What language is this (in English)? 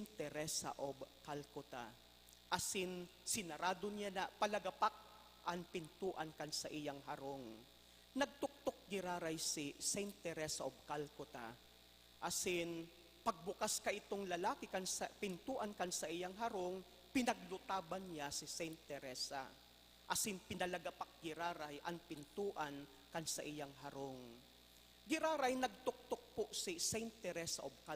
Bikol